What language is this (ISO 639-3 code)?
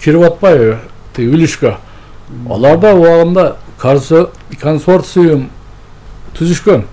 kir